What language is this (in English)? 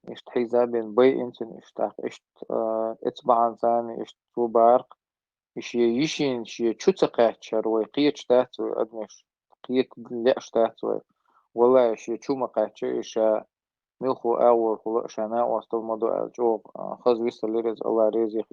Chechen